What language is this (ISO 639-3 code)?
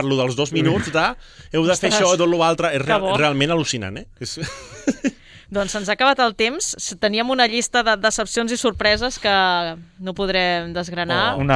cat